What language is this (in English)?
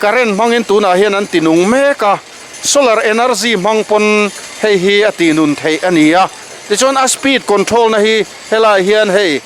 Mizo